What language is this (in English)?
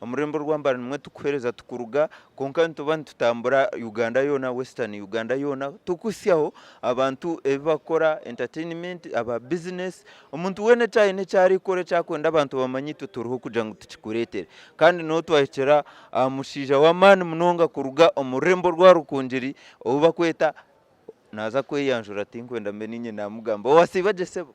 Nyankole